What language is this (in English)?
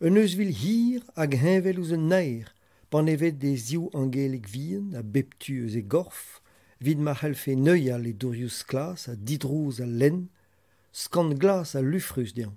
Breton